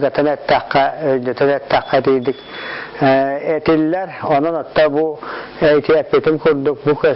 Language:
Yakut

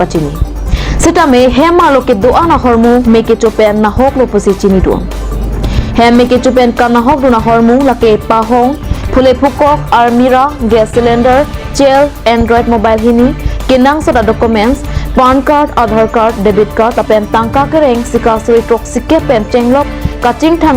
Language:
Karbi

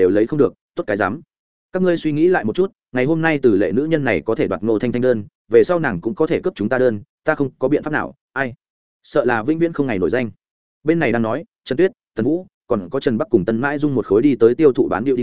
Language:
Vietnamese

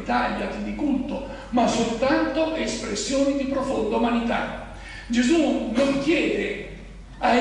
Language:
Italian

